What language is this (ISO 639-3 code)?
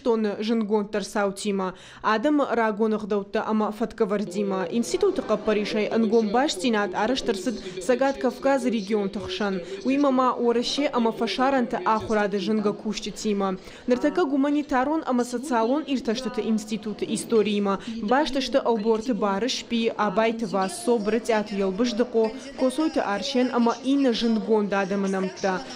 oss